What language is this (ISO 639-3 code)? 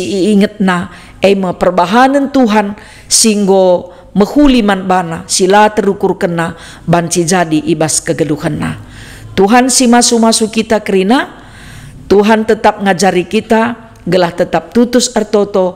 btx